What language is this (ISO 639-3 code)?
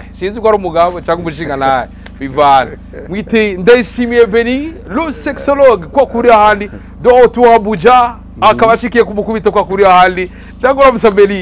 run